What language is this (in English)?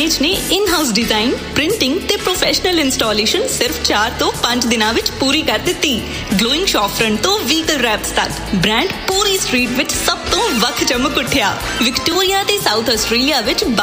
Punjabi